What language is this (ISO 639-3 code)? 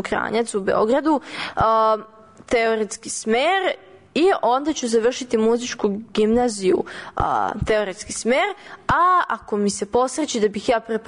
srp